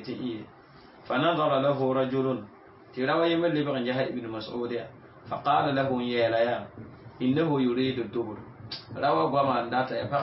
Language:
Mossi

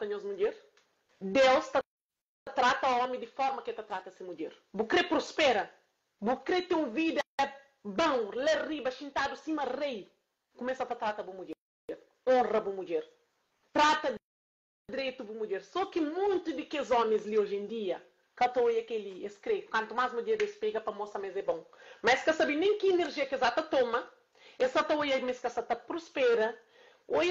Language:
Kabuverdianu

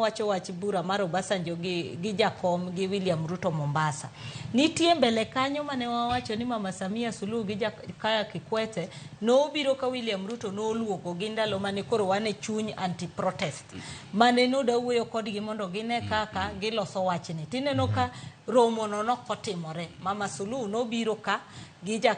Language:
Luo (Kenya and Tanzania)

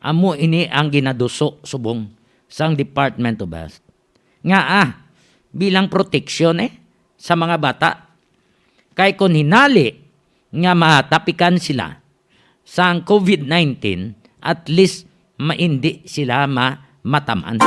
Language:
Hiligaynon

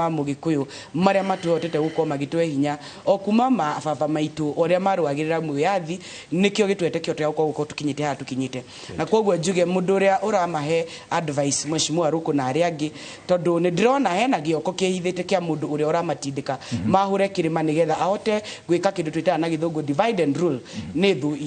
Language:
Kikuyu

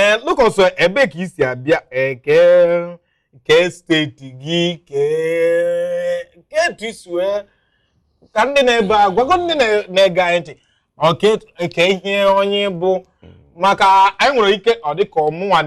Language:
Igbo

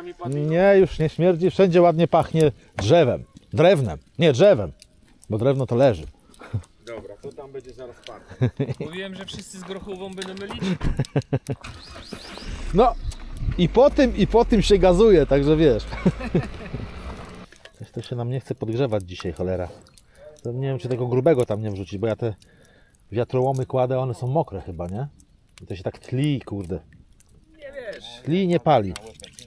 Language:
Polish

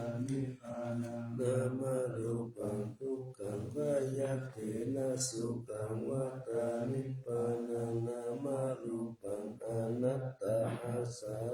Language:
Pali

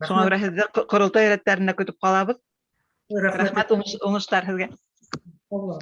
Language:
Bashkir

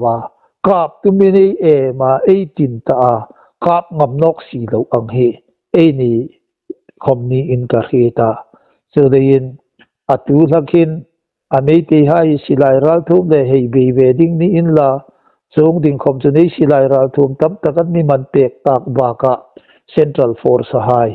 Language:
Hmar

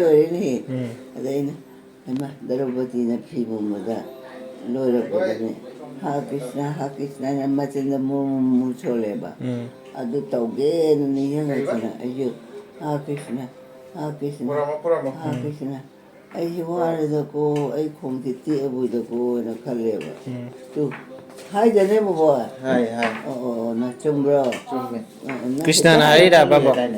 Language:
Manipuri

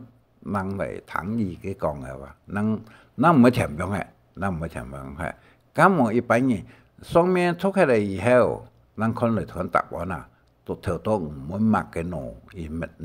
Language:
Hakka Chinese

